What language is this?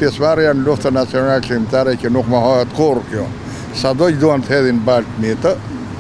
Albanian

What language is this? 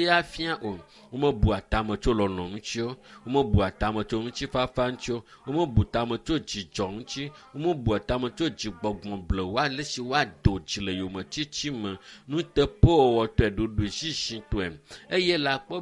Ewe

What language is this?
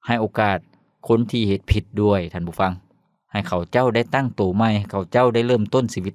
Lao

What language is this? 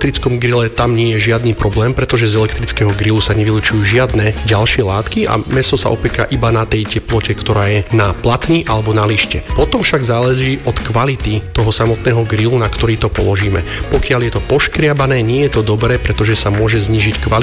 Slovak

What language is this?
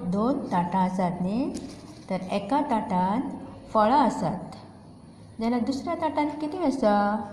Konkani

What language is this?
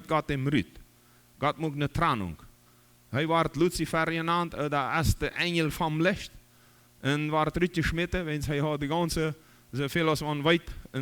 Plautdietsch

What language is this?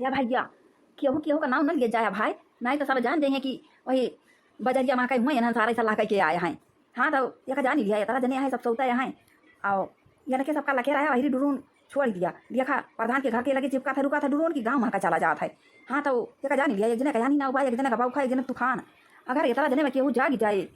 Awadhi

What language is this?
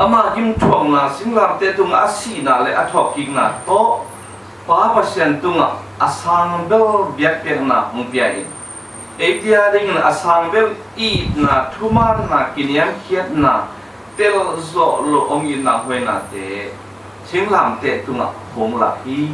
Tedim Chin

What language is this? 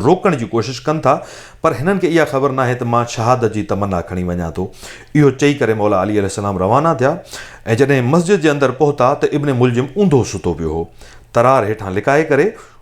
Sindhi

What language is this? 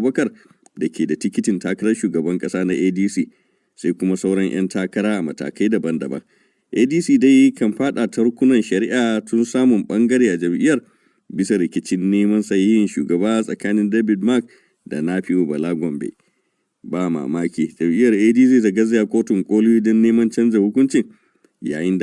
Hausa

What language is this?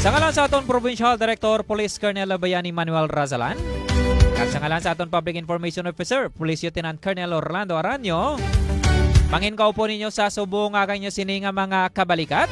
Hiligaynon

